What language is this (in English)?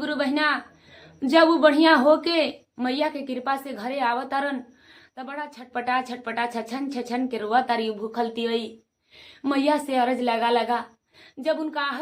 Bhojpuri